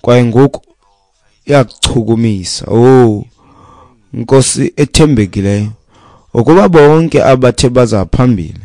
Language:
Xhosa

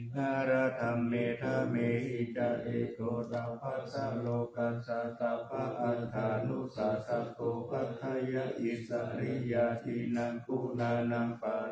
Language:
Pali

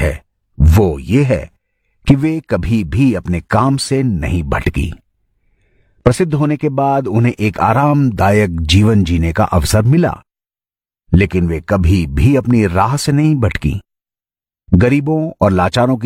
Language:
Hindi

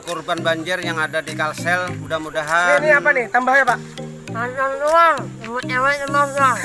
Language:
Banjar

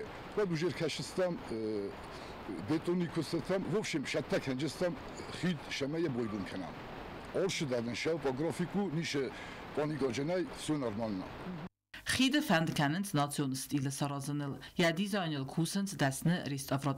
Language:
Ossetic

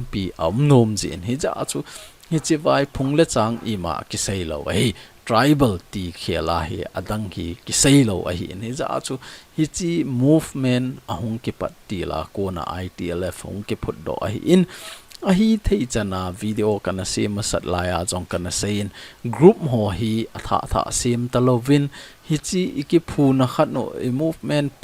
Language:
Thado Chin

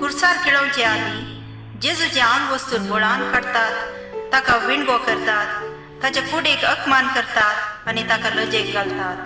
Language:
Konkani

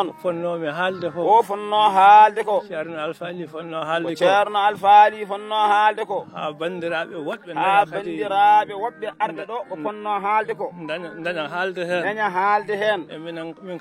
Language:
Fula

